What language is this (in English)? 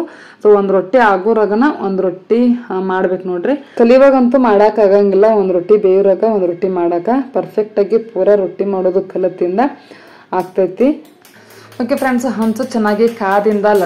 Kannada